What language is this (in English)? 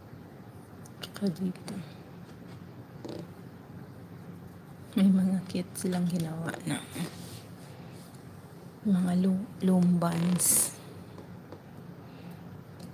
Filipino